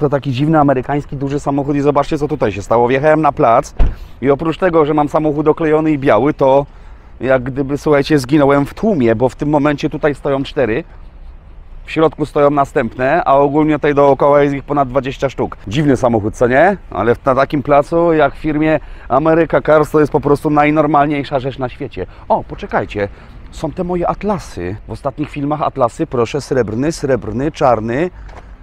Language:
Polish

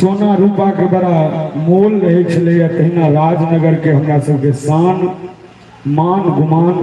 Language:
Maithili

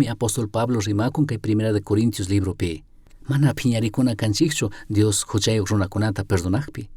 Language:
Chimborazo Highland Quichua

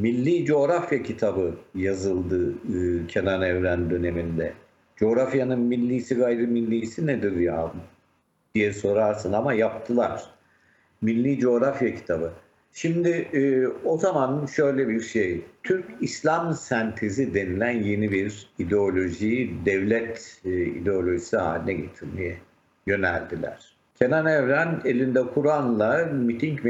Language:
Turkish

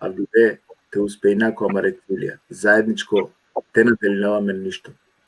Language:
Balkan Romani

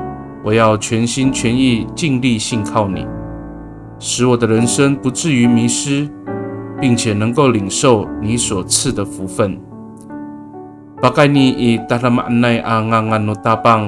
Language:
Amis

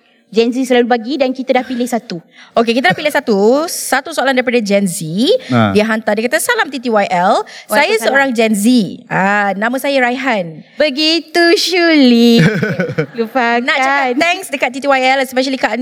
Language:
Malay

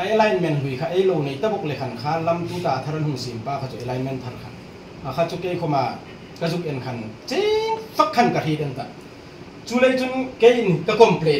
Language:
Hmar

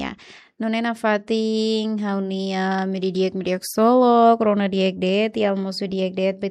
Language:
Tetum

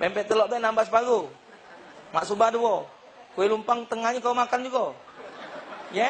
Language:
Musi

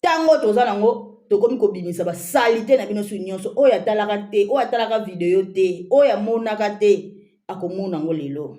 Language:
Lingala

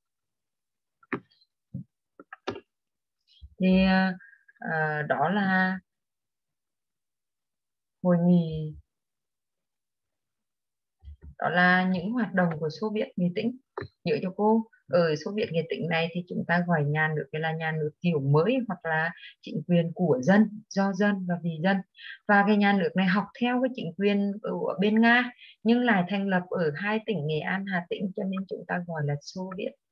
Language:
Vietnamese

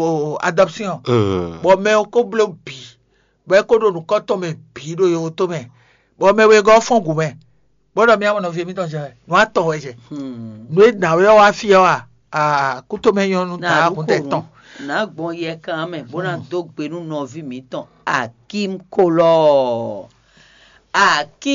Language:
Fon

